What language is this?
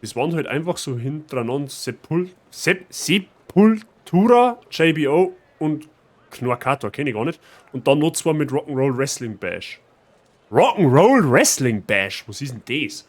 Bavarian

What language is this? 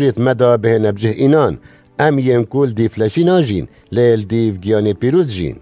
Kurdish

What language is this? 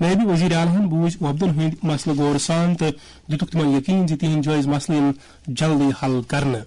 Kashmiri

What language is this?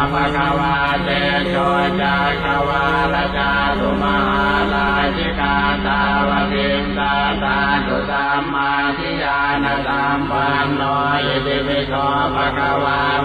Pali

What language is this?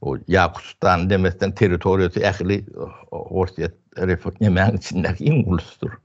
Turkmen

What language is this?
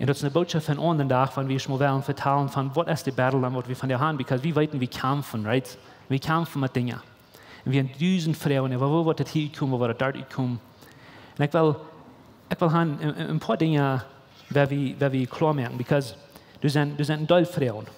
Plautdietsch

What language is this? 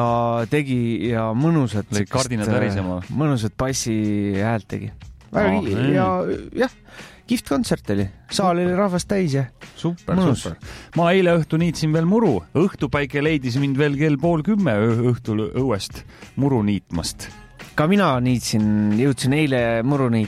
Estonian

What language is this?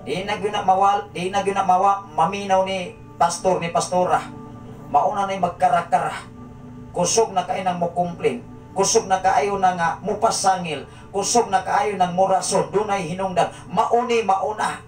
Cebuano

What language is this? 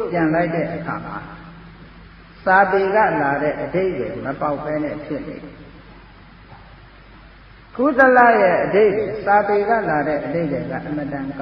Burmese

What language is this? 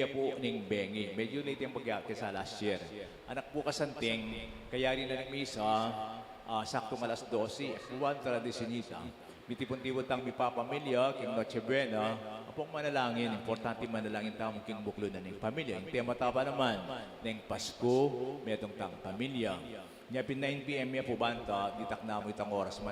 Pampanga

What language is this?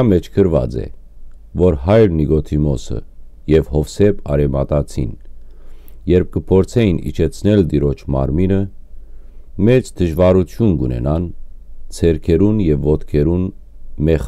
Western Armenian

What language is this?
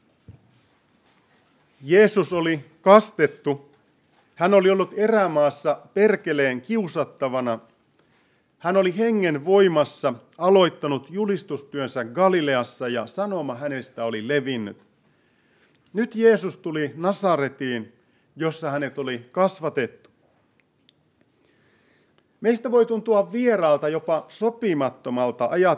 Finnish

